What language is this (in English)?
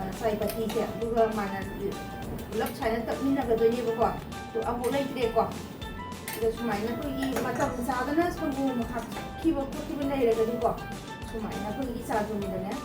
Manipuri